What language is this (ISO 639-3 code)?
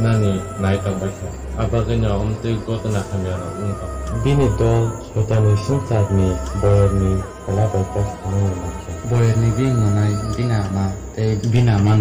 trp